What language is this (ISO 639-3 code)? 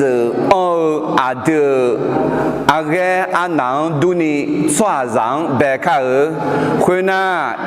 ahk